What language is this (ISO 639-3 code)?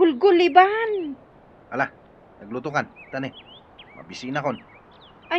ilo